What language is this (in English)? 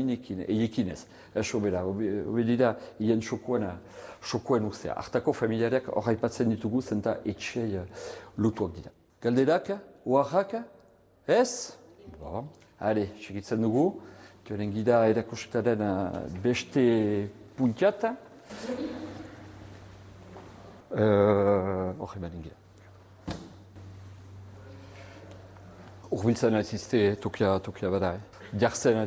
Basque